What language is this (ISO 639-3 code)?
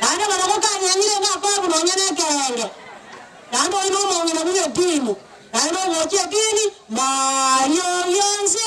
guz